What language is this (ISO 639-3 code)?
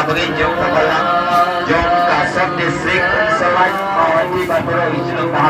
kha